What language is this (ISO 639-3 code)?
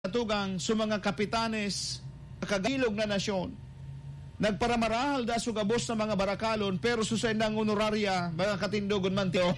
bik